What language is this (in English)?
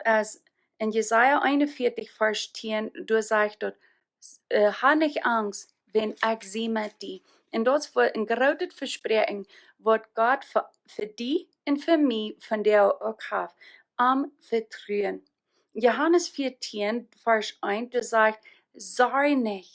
Plautdietsch